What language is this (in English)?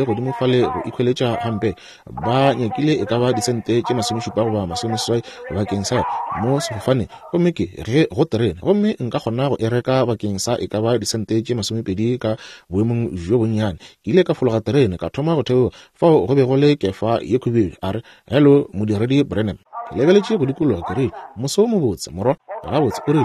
Northern Sotho